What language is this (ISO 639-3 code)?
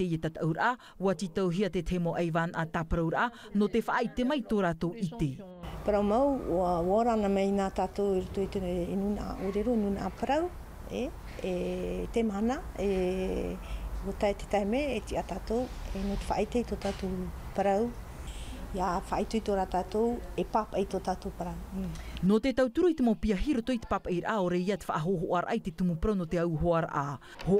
tah